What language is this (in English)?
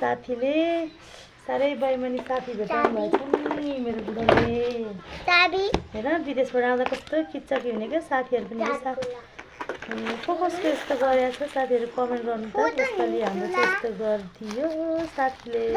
Nepali